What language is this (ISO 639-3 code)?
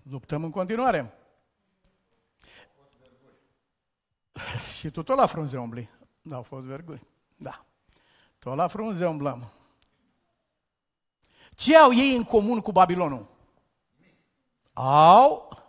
ron